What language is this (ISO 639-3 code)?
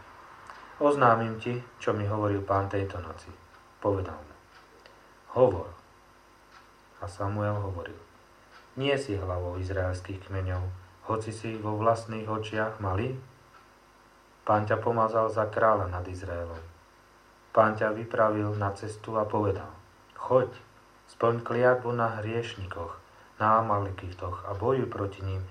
slk